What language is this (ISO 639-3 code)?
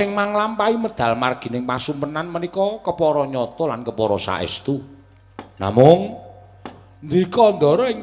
jav